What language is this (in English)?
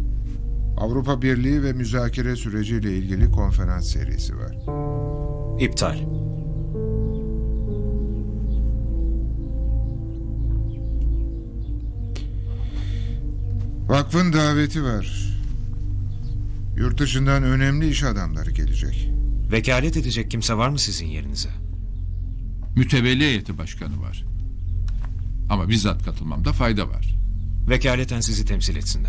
Turkish